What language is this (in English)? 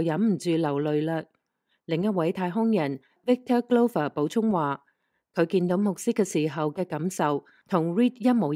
Cantonese